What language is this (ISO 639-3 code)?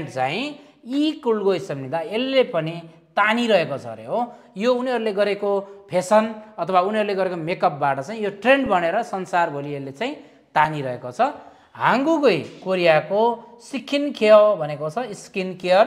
nep